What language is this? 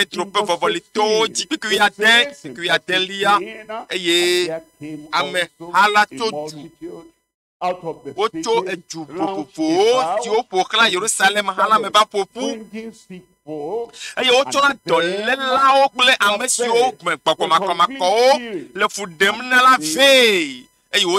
Ewe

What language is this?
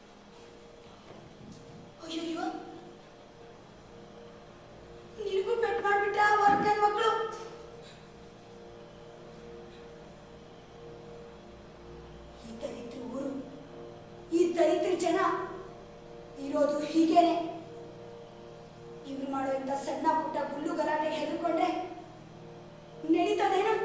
Kannada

